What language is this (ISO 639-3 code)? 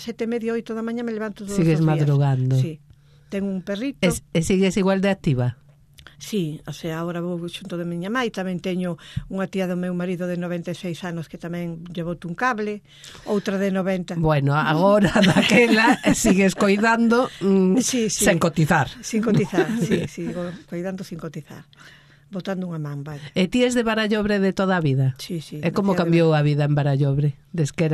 glg